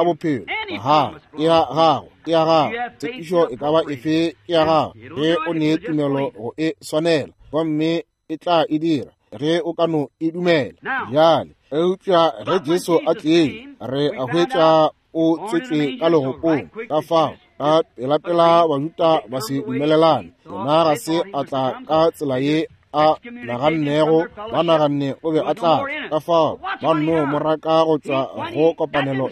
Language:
Northern Sotho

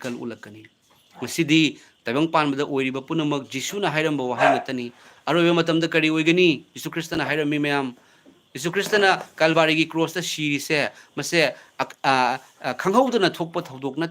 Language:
Manipuri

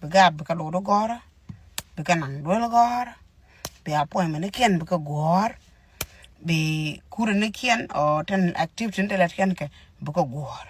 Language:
Nuer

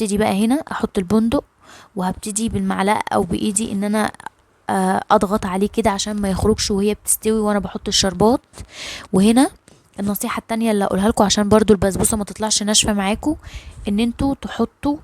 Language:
Egyptian Arabic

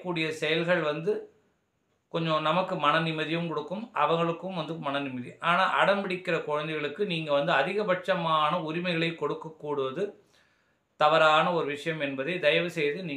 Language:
Tamil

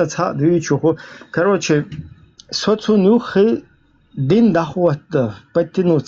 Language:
Chechen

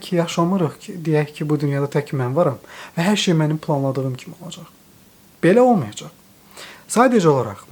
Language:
Azerbaijani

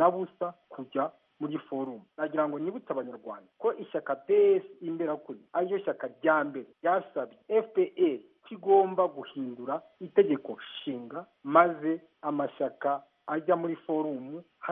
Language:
Kinyarwanda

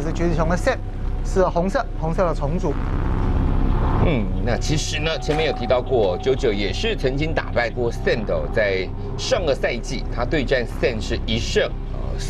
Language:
Chinese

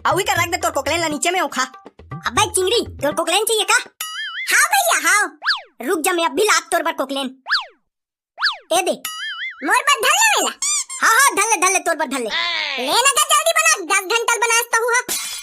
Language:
Chhattisgarhi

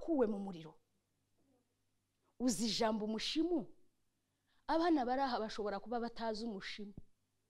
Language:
Kinyarwanda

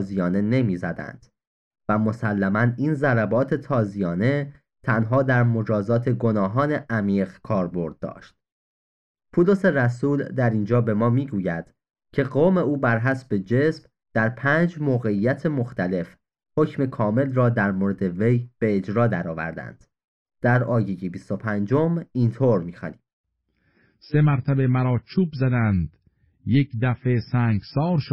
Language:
Persian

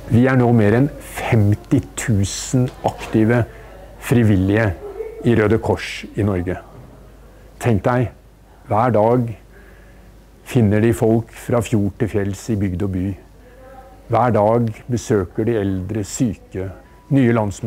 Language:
Norwegian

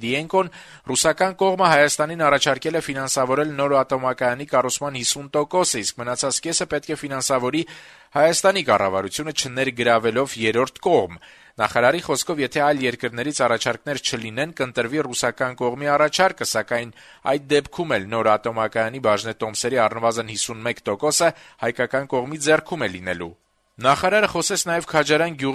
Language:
Armenian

